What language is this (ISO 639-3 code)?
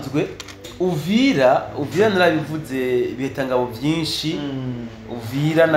run